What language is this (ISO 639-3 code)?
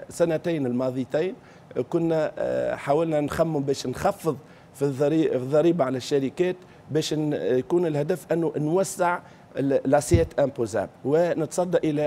aeb